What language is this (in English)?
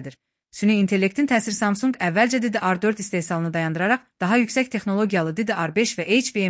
Azerbaijani